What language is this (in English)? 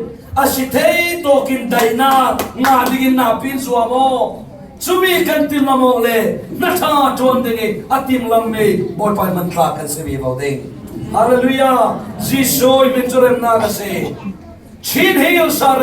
Falam Chin